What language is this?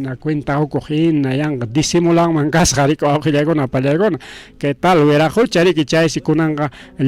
Ayacucho Quechua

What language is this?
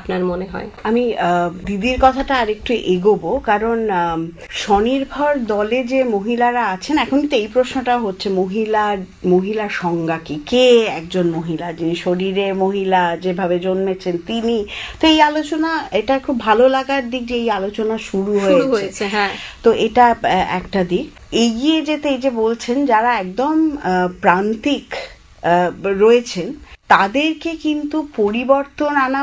Bangla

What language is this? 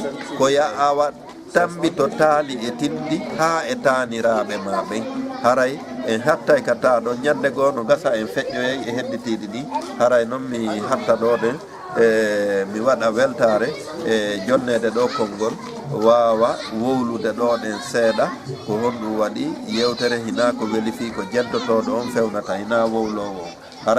Fula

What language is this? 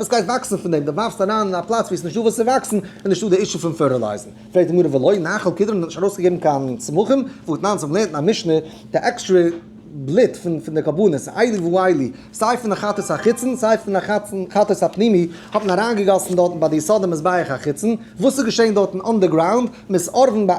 Yiddish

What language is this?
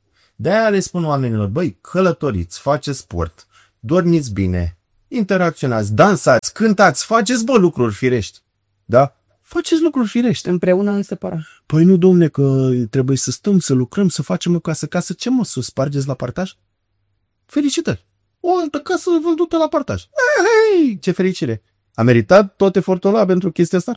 Romanian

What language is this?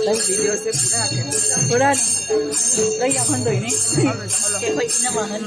Manipuri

